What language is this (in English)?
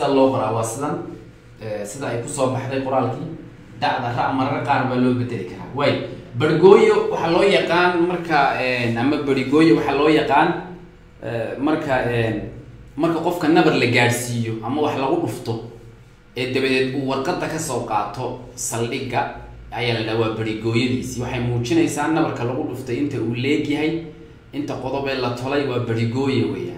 Somali